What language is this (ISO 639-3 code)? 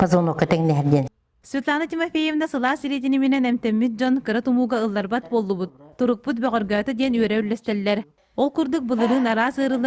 sah